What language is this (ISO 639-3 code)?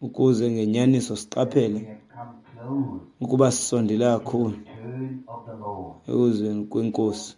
xho